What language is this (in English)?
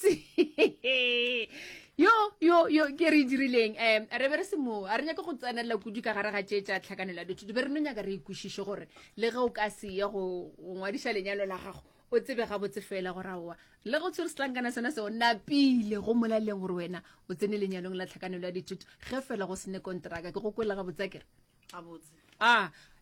Northern Sotho